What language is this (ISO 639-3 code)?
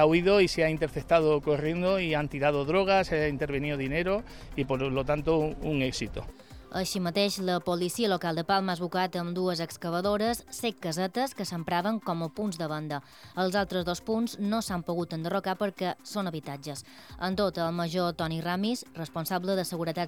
cat